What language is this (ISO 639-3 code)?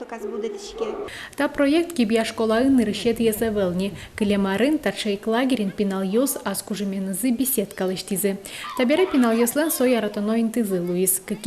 udm